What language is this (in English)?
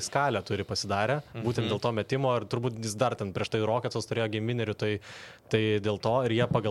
Lithuanian